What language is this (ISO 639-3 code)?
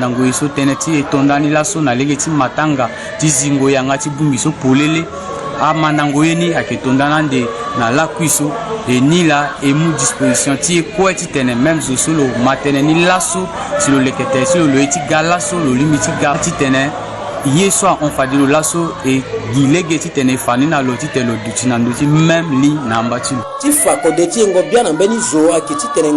sag